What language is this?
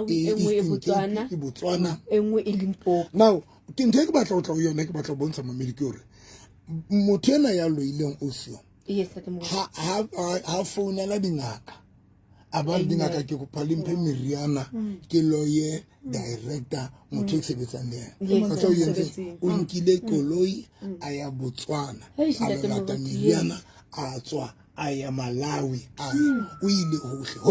Southern Sotho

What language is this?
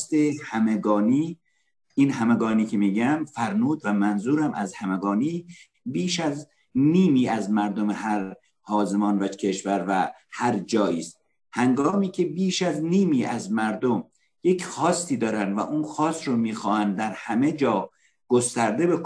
Persian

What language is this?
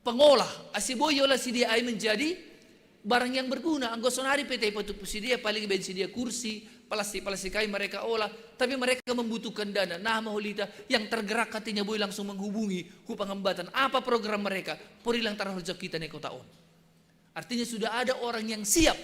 Batak Simalungun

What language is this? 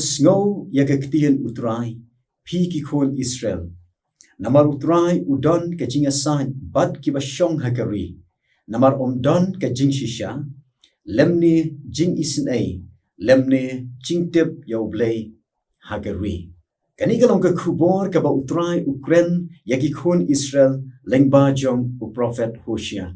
Khasi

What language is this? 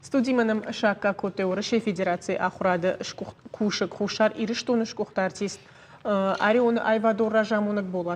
Ossetic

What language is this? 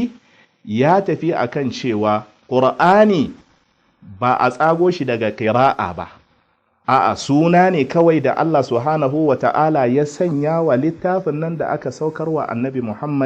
Hausa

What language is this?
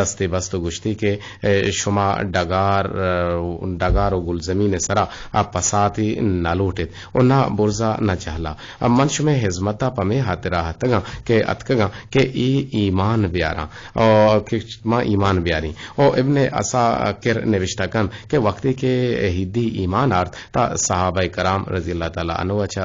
Eastern Balochi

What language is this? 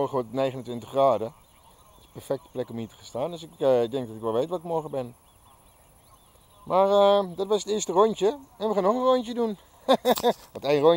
Dutch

